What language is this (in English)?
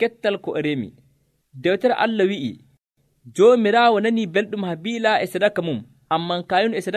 Nigerian Fulfulde